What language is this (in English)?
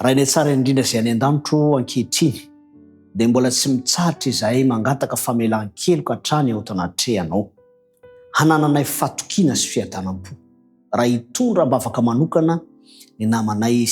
Malagasy